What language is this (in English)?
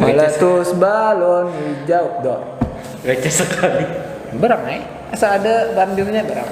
Banjar